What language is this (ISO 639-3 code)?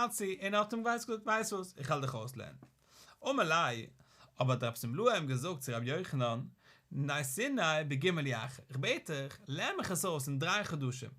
yid